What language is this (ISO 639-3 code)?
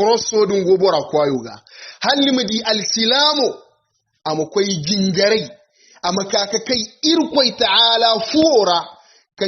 hau